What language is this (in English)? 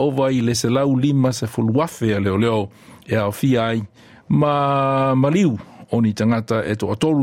Samoan